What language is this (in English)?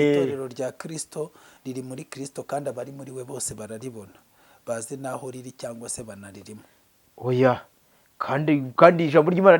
Kinyarwanda